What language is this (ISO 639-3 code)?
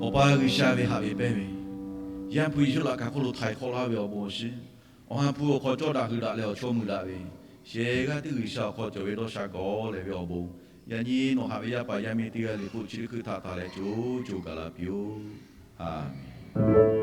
lhu